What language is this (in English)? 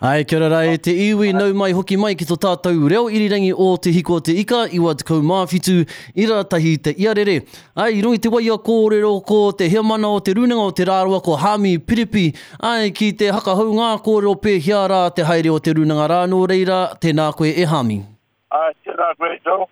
Māori